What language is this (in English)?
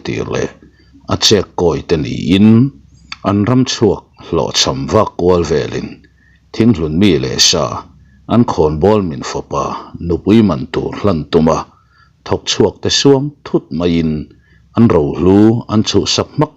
Mizo